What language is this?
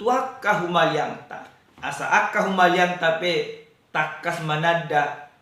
Batak Toba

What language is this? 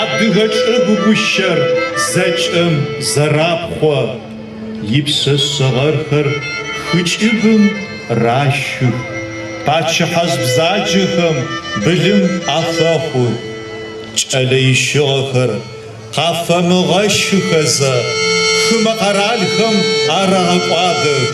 Adyghe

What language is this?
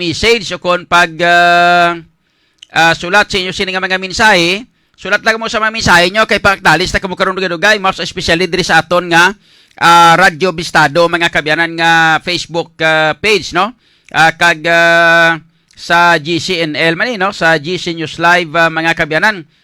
Hiligaynon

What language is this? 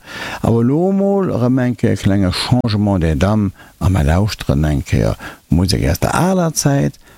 Luxembourgish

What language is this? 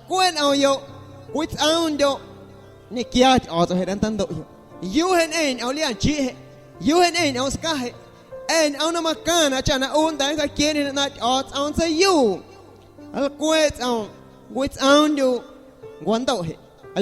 Guerrero Amuzgo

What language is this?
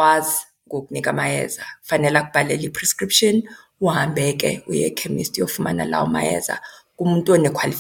Xhosa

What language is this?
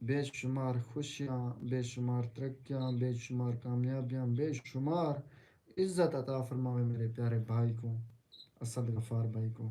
Saraiki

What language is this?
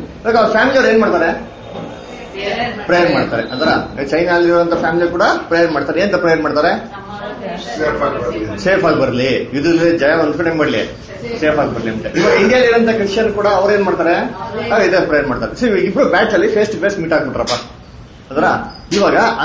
Kannada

